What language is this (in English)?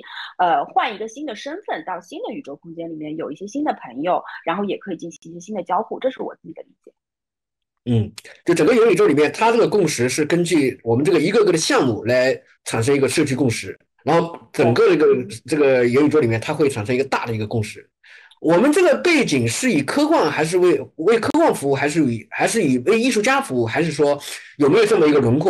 Chinese